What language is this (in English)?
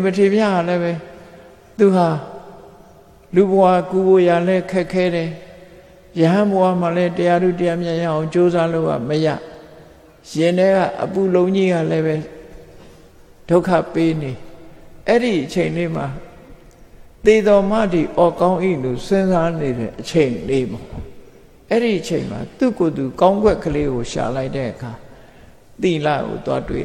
Burmese